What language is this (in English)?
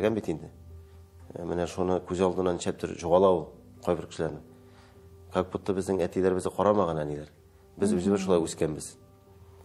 Tatar